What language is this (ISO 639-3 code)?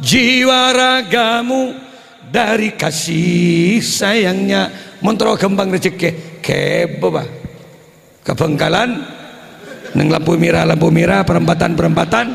mad